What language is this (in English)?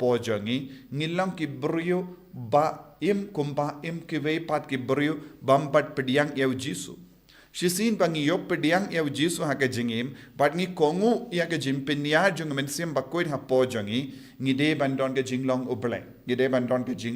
Khasi